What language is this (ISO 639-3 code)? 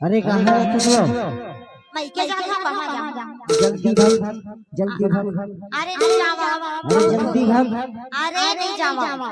hne